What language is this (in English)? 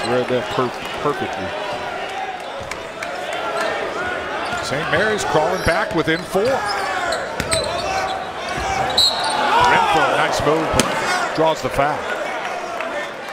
English